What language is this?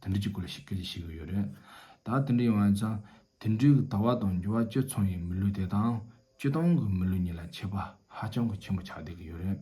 Tibetan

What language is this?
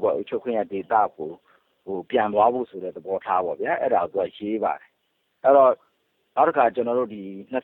Burmese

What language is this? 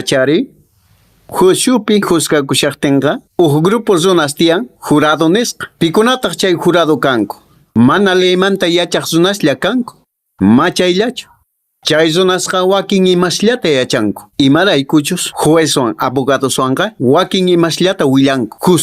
Quechua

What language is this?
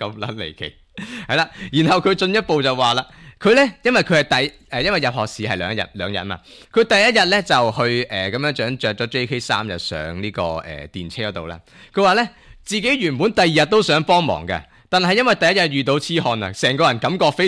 Cantonese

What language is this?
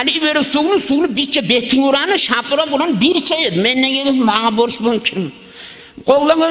Kumyk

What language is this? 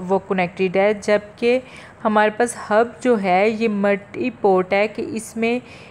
Hindi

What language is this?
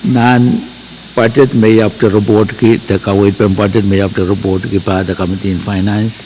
Pohnpeian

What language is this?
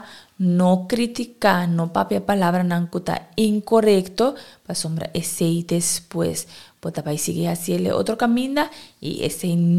Papiamento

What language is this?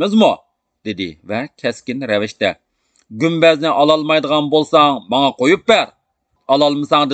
Uyghur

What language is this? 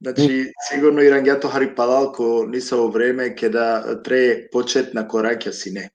Balkan Romani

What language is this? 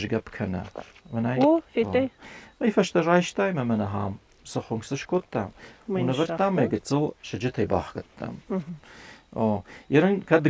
Ossetic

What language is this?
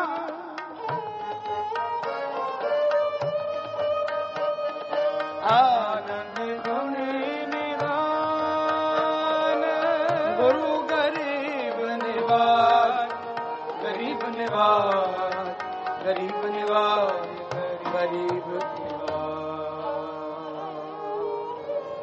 Punjabi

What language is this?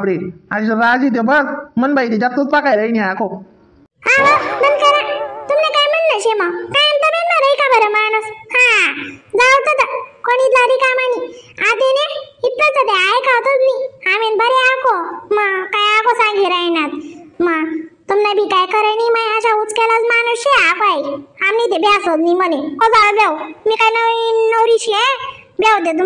Khandesi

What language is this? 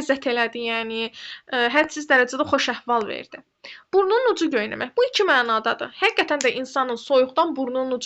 Azerbaijani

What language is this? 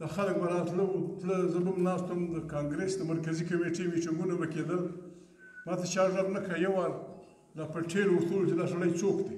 Pashto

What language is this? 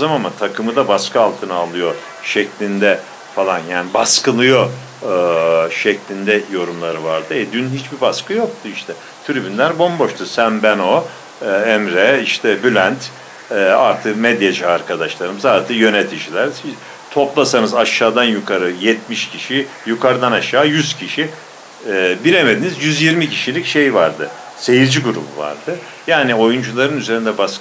Turkish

